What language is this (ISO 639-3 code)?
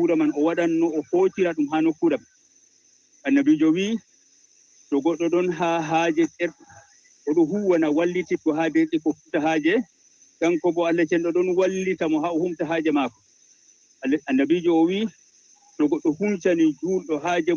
ful